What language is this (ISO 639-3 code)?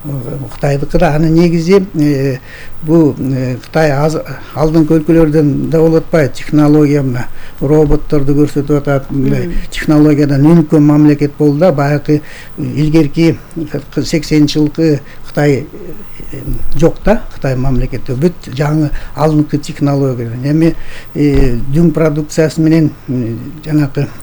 kir